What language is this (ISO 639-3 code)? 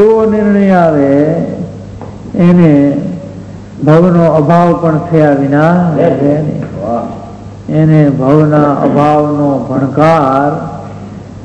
guj